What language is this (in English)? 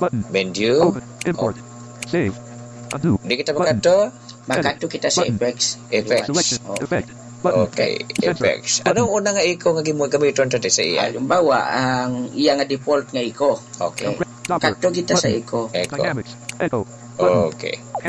Hiligaynon